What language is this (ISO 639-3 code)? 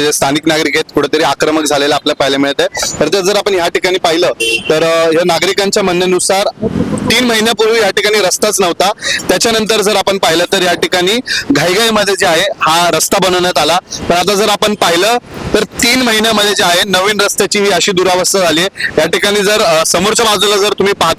mar